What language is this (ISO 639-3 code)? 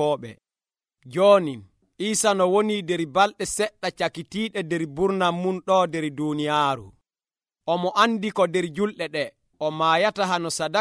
fuv